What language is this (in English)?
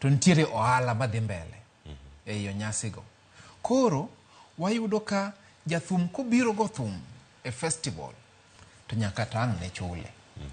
Luo (Kenya and Tanzania)